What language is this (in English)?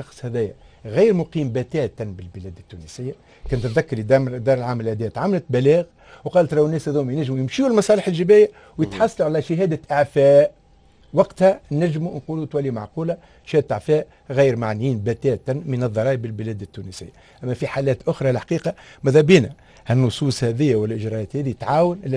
Tunisian Arabic